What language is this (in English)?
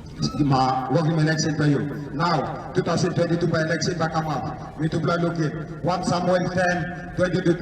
Tok Pisin